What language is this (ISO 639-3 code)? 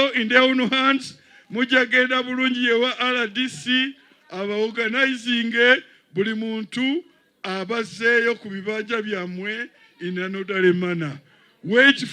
lug